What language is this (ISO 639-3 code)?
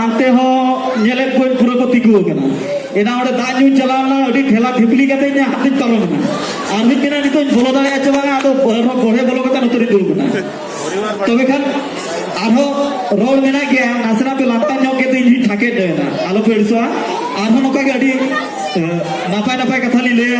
sat